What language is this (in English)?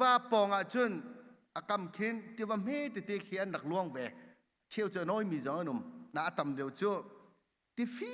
Hakha Chin